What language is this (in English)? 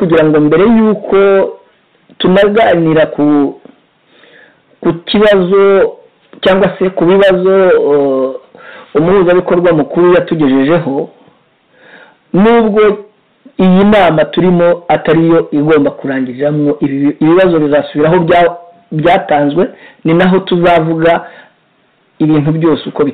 Kinyarwanda